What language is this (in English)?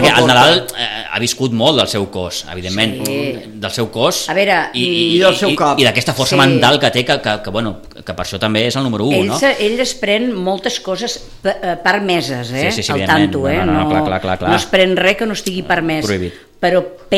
Catalan